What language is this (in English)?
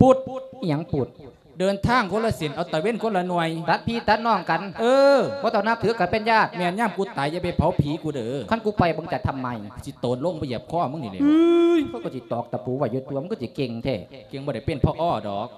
Lao